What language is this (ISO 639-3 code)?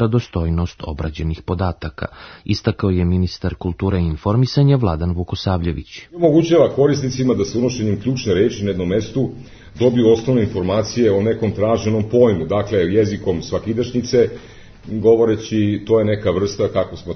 srp